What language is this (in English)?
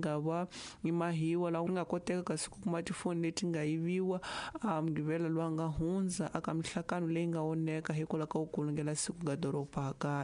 Tsonga